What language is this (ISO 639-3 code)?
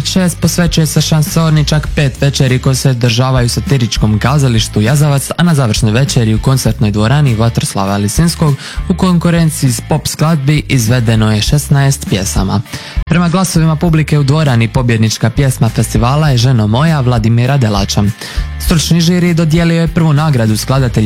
hrv